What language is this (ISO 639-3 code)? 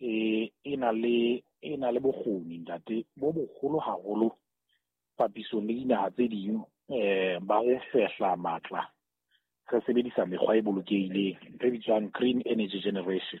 sot